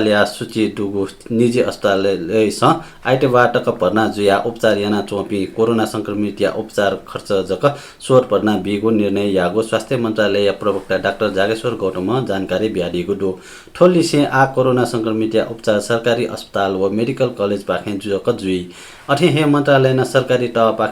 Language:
Newari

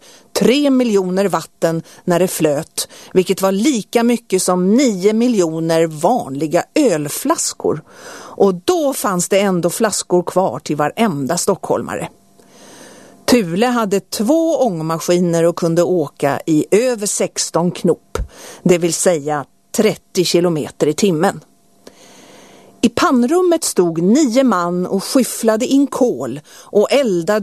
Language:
Swedish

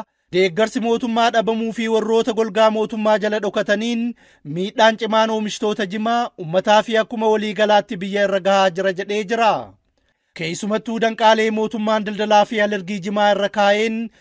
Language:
Oromo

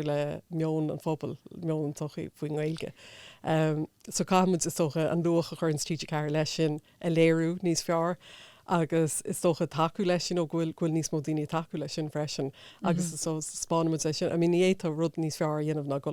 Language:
Irish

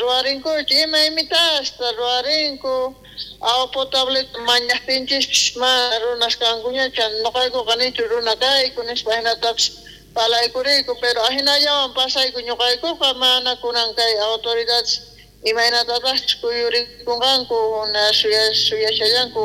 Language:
South Bolivian Quechua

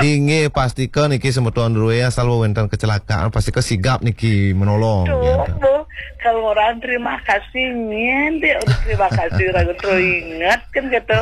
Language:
Balinese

